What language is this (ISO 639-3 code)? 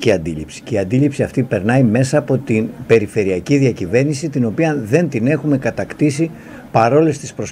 ell